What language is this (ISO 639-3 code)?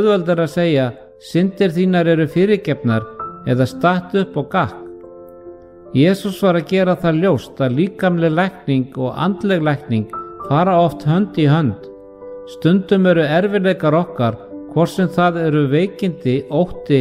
isl